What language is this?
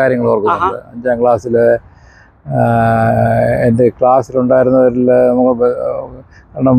Malayalam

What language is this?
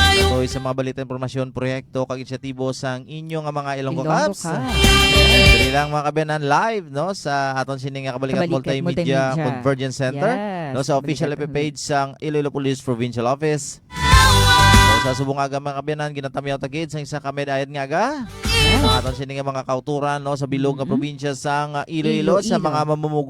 Hiligaynon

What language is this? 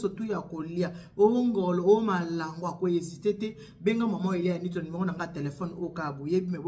Lingala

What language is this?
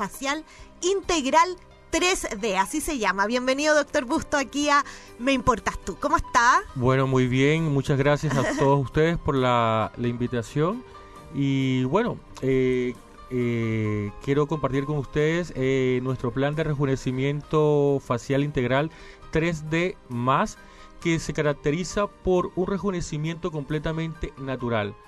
Spanish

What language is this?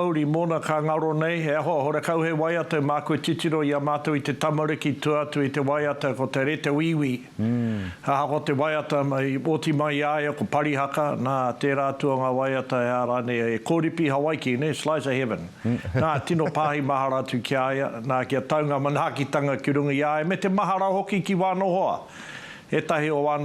Māori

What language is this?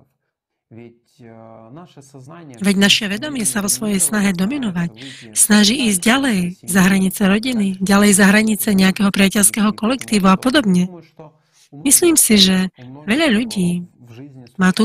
Slovak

